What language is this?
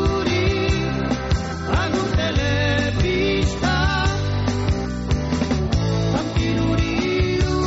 Basque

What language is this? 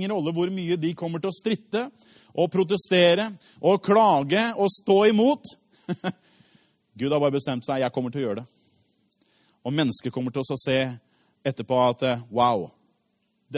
Norwegian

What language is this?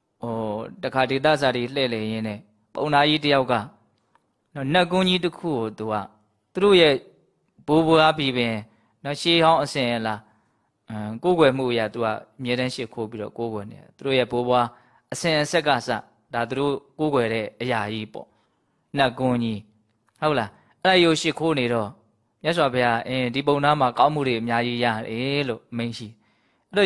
Burmese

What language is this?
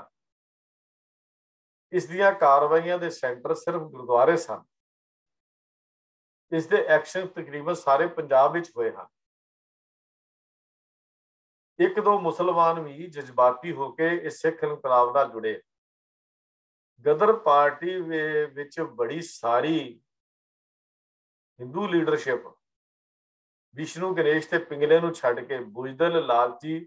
Punjabi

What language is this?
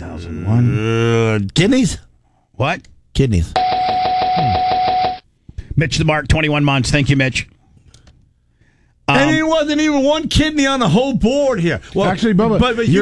English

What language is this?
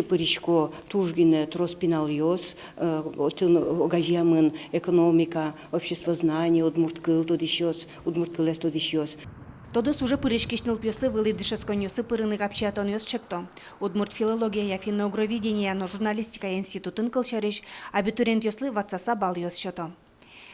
Udmurt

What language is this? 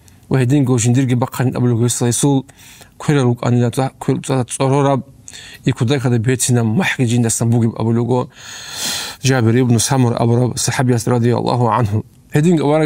Avaric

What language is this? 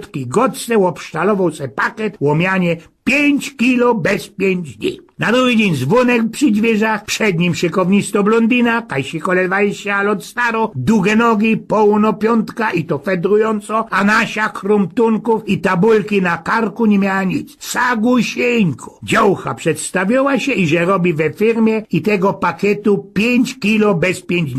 Silesian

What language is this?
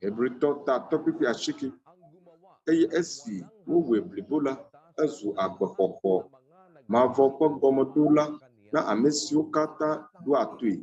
Ewe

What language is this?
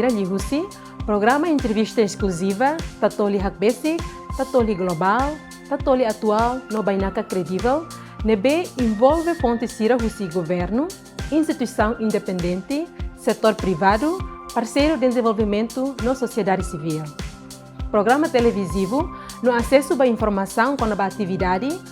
Tetum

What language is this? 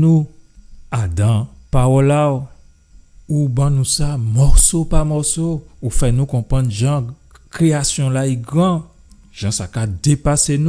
Guadeloupean Creole French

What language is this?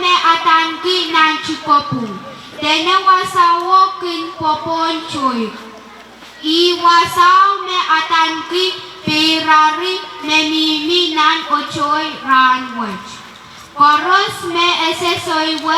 Pohnpeian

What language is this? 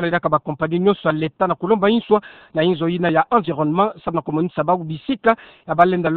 Kituba (Democratic Republic of Congo)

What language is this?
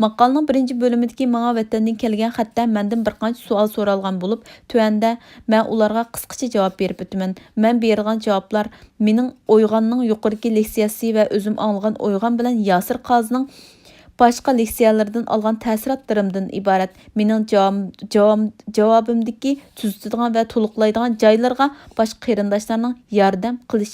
Uyghur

